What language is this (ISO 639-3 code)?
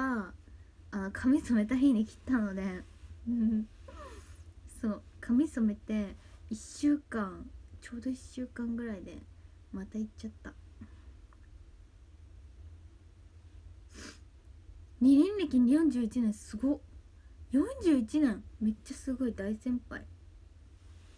jpn